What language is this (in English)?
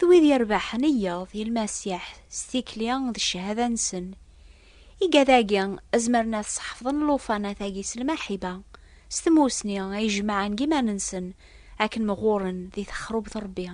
Kabyle